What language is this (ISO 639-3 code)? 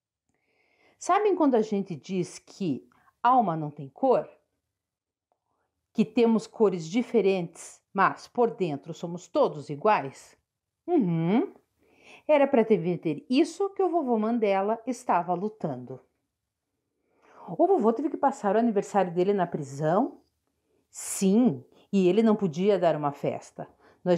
por